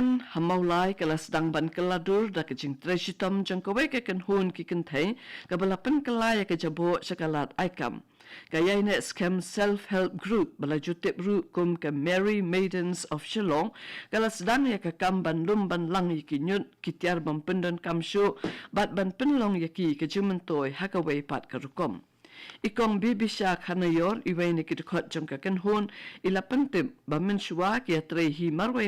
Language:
Khasi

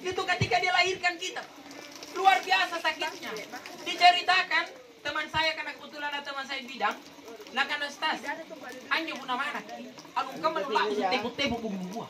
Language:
Makasar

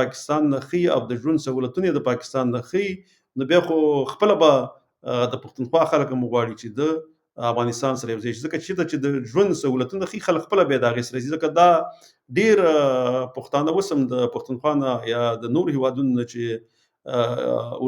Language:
Pashto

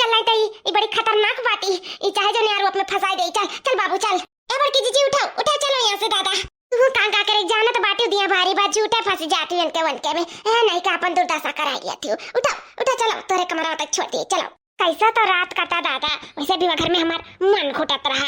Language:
Awadhi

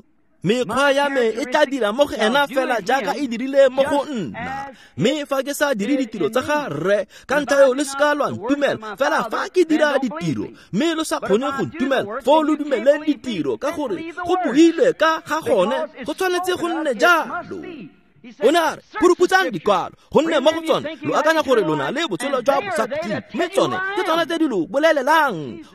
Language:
Tswana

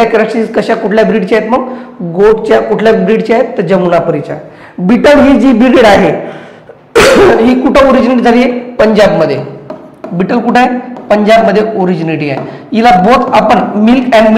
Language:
Marathi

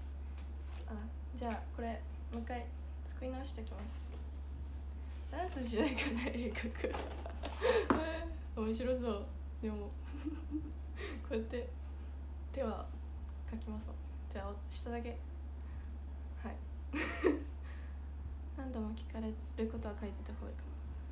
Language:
Japanese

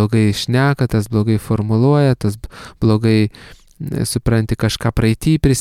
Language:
Lithuanian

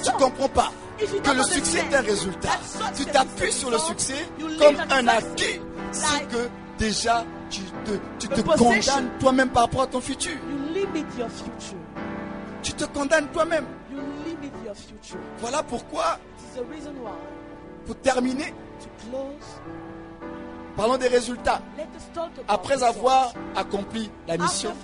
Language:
French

